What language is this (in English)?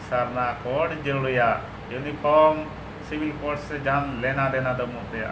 Santali